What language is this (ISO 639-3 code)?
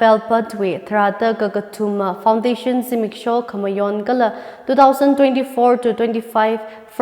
nmf